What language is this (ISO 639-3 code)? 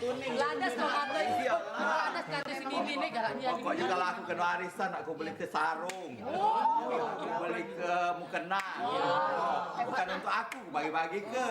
mui